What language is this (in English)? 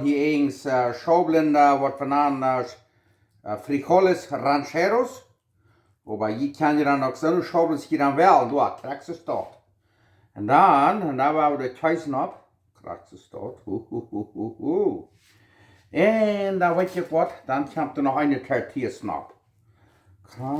Plautdietsch